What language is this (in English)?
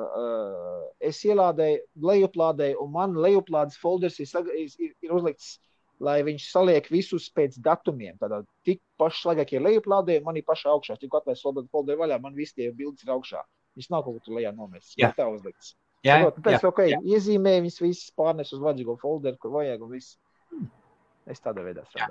Latvian